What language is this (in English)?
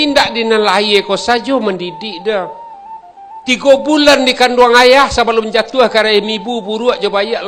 Minangkabau